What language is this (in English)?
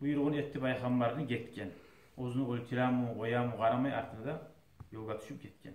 Kumyk